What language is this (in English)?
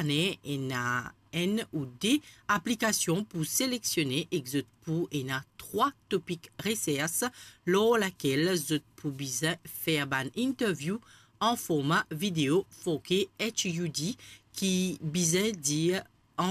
Morisyen